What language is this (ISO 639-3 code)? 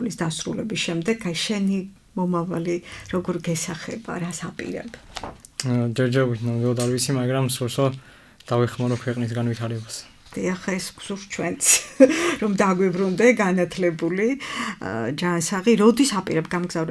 kat